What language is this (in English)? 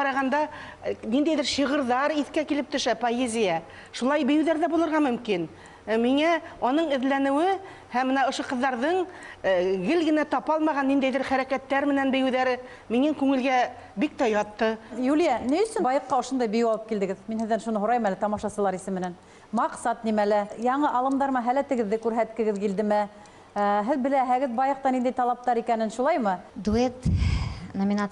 Bashkir